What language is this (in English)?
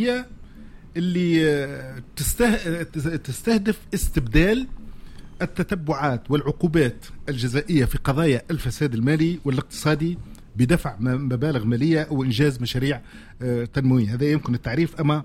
Tunisian Arabic